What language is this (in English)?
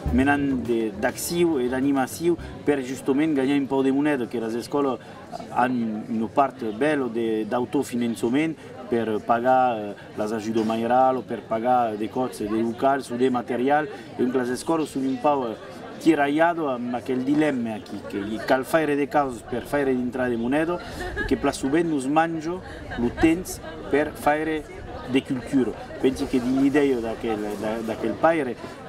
Occitan